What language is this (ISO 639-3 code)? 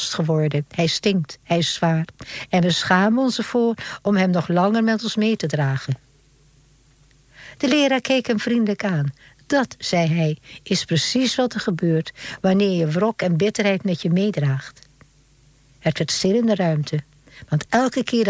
nld